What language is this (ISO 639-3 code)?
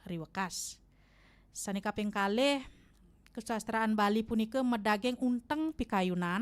ban